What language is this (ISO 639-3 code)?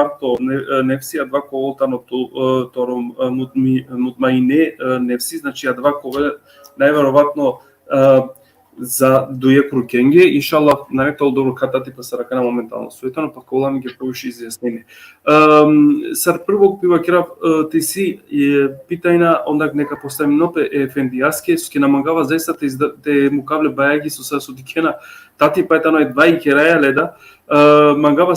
rmn